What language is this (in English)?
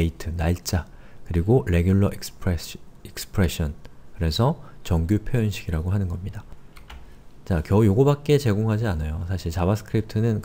Korean